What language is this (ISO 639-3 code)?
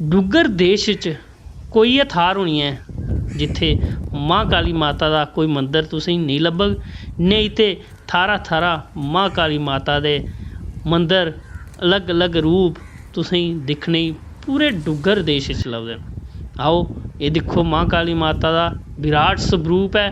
doi